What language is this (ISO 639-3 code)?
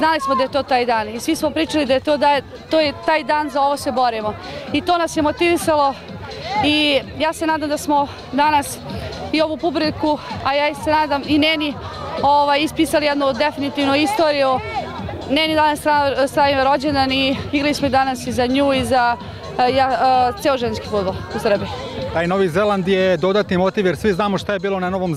srp